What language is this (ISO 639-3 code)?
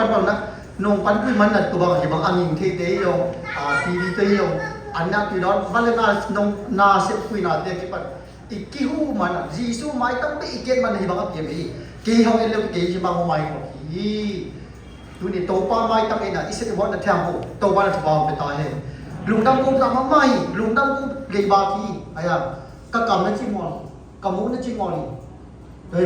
csy